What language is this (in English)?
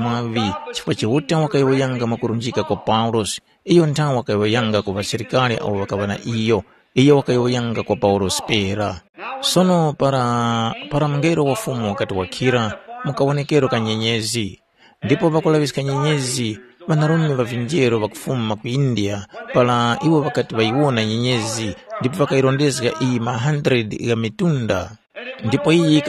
Tumbuka